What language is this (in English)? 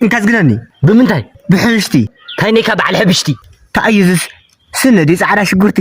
Tigrinya